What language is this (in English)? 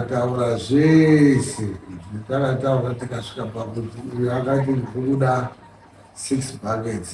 Shona